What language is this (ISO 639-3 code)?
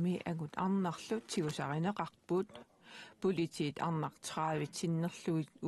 kal